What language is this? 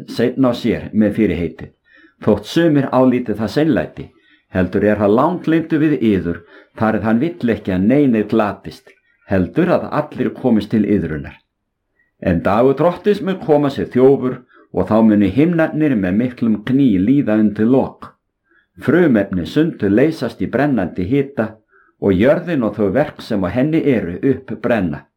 Icelandic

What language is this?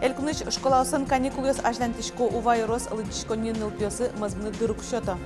Udmurt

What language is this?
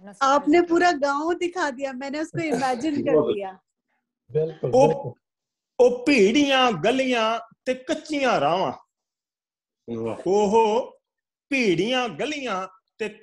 Punjabi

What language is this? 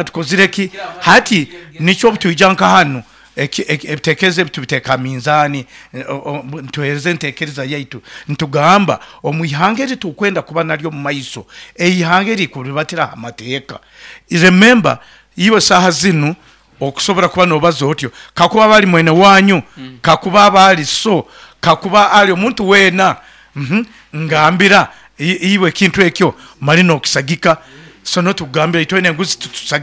Nyoro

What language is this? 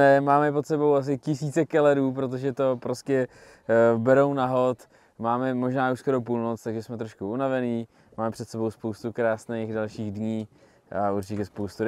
Czech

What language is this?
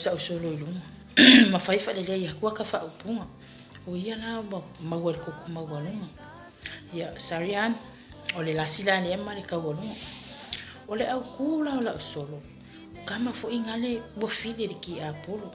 Samoan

